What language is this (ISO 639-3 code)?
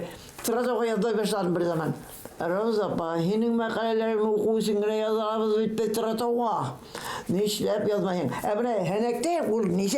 bak